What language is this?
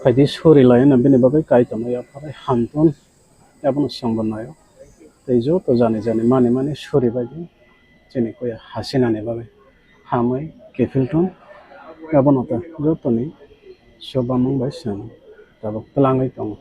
Kok Borok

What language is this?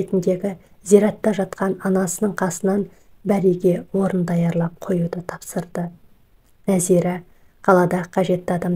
Kazakh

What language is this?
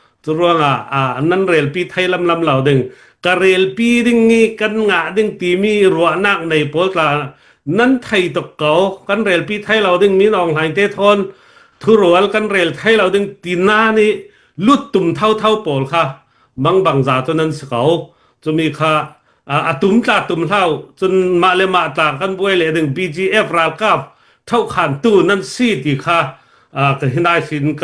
Hakha Chin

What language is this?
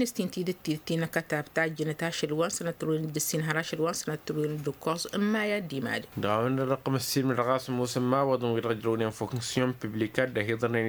Tamasheq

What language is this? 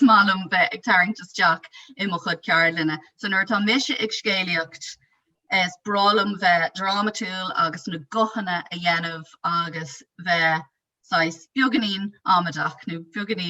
Irish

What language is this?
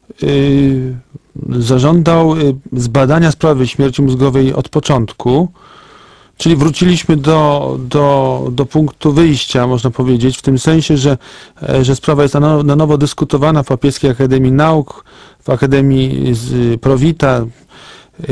Polish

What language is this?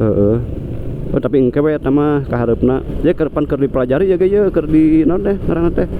Sundanese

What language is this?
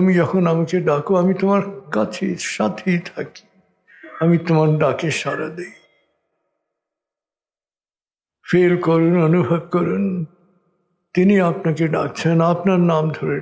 Bangla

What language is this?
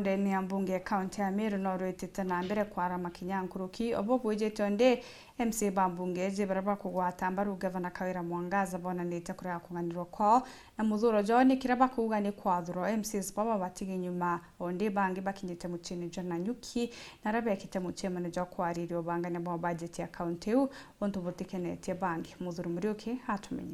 Meru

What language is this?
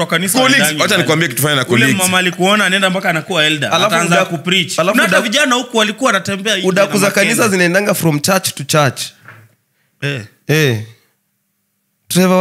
Swahili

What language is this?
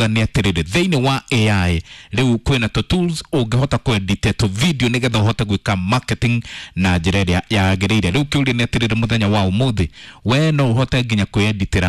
Kikuyu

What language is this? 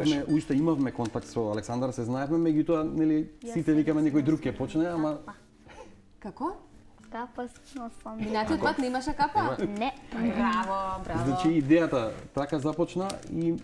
Macedonian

